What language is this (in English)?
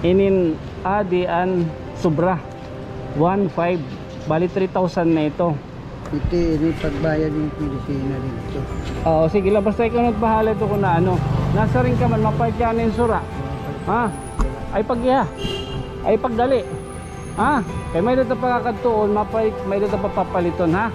Waray